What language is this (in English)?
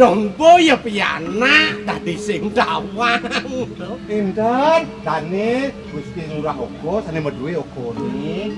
Balinese